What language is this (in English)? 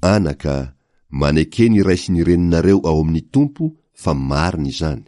Malagasy